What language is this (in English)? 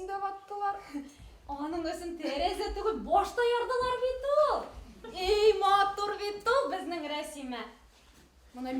Bashkir